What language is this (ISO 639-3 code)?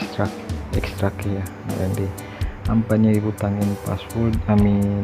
tsg